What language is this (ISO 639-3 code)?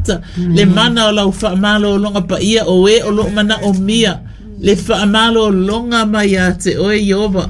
smo